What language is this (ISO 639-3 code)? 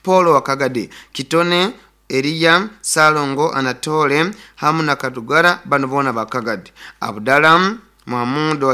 nyo